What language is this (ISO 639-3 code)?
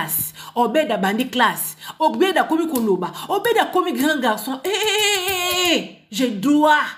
lin